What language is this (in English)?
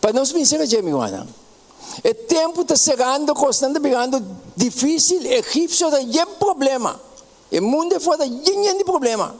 Papiamento